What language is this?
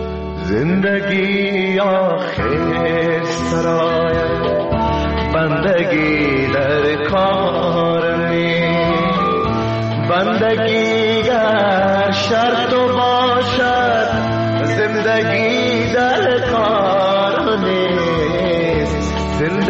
Persian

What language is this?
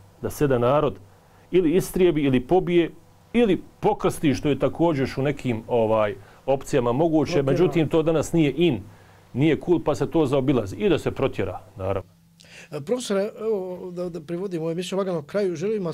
Bosnian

